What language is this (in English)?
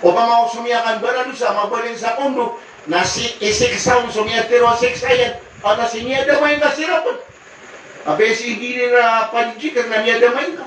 Maranao